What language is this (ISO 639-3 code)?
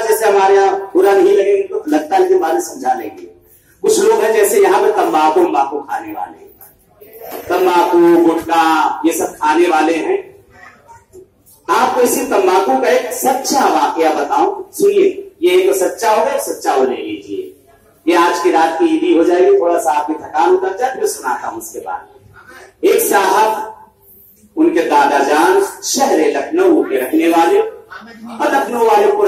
urd